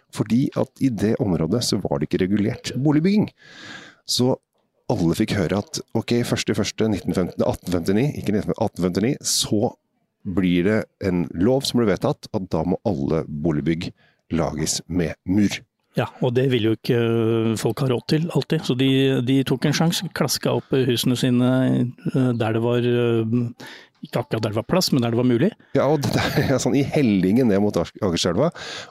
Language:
Norwegian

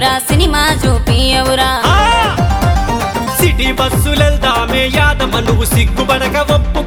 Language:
Telugu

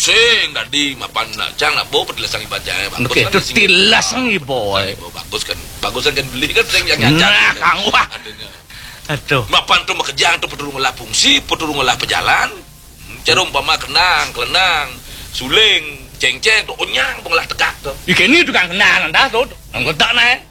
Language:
Balinese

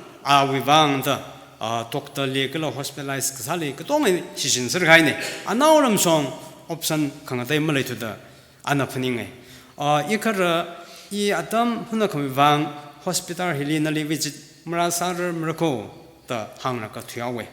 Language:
Tangkhul Naga (India)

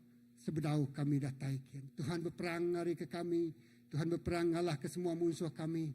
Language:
Iban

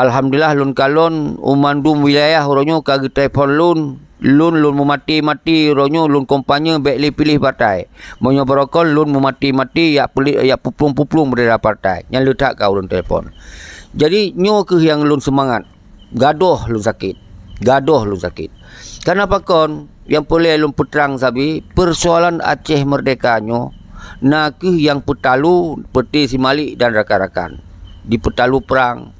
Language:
Achinese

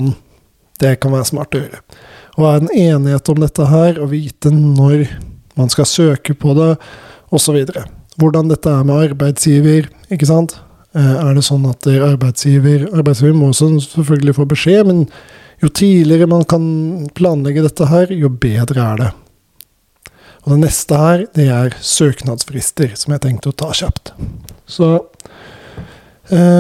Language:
Norwegian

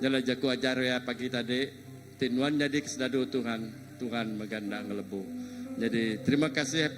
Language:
Iban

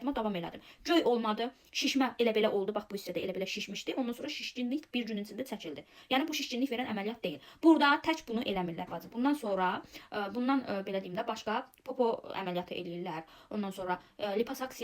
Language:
Azerbaijani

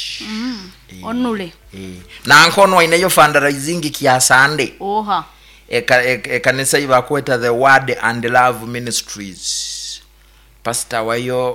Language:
Nyoro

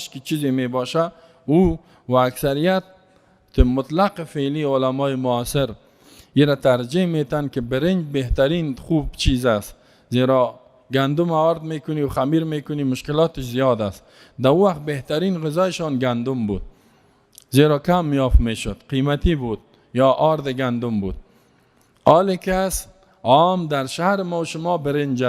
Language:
Persian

